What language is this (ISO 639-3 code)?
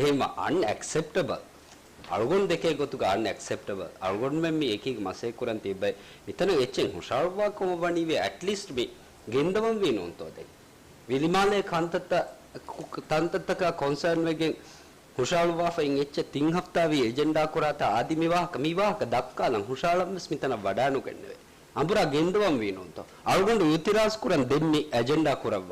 div